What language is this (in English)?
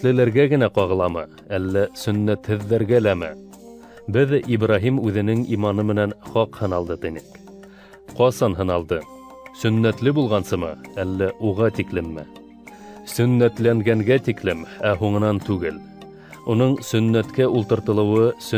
Bashkir